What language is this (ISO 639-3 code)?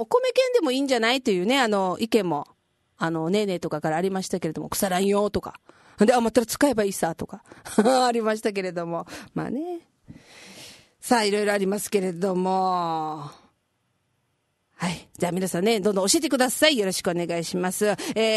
jpn